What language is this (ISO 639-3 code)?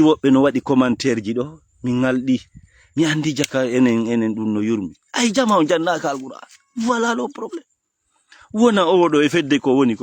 ful